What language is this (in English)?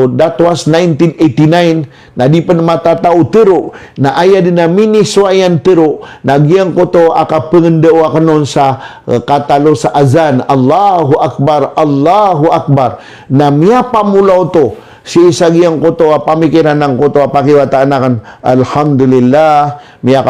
Maranao